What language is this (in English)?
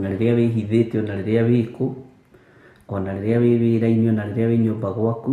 Kikuyu